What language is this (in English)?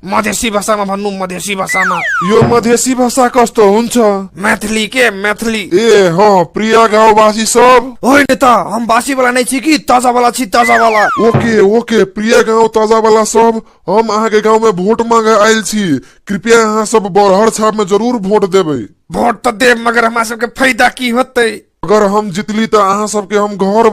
Maithili